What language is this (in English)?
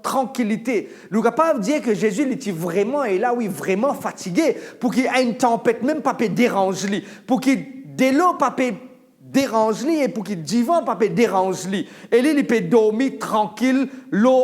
Morisyen